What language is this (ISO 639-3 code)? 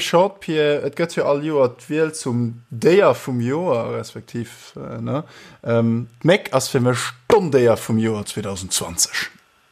ltz